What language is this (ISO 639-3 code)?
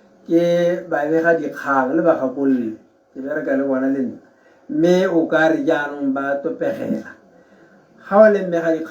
tsn